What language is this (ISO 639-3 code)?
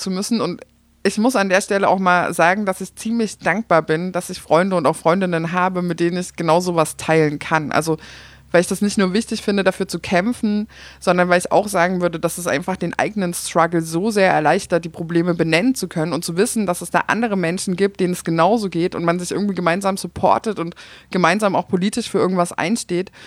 deu